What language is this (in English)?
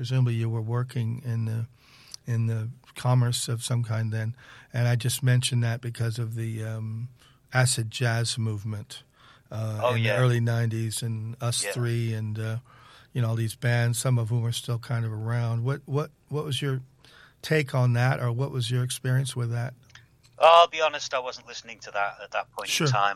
English